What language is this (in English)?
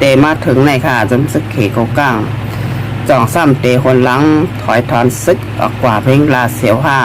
Shan